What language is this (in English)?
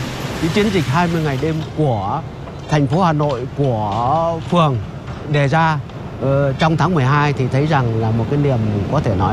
Vietnamese